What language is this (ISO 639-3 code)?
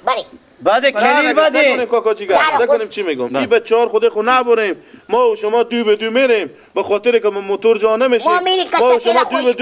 fas